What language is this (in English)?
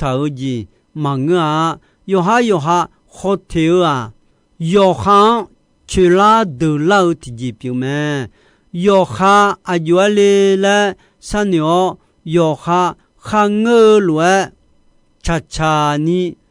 Akha